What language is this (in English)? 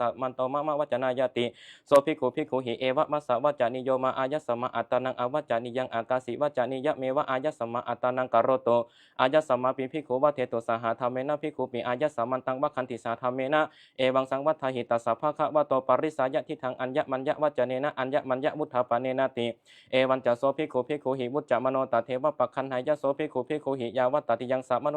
Pali